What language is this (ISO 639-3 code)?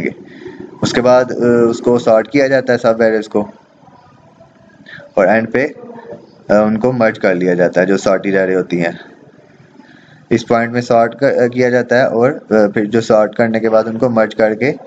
hin